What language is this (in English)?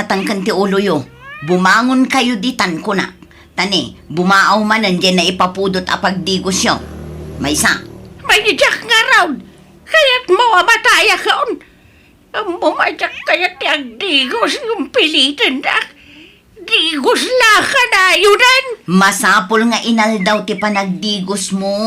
Iloko